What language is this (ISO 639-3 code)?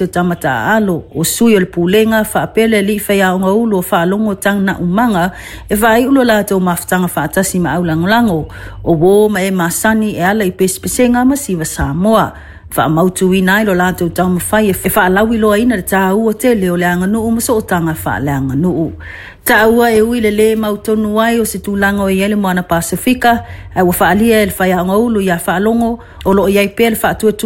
smo